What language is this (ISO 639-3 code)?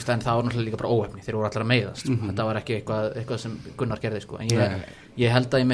isl